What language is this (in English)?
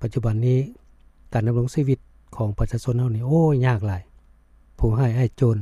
Lao